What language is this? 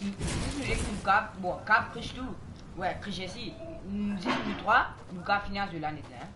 Morisyen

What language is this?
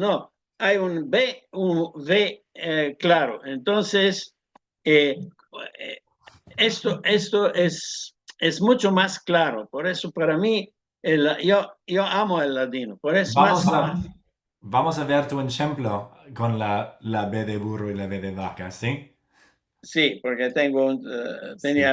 Ladino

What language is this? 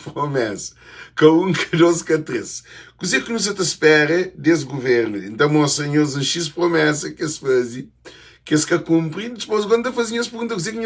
Kabuverdianu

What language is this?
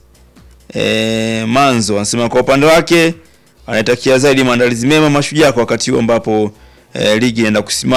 Swahili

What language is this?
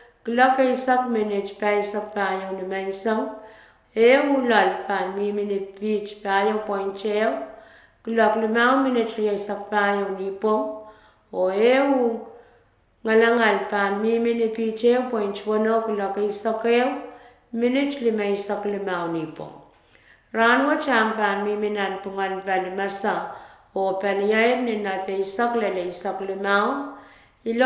Pohnpeian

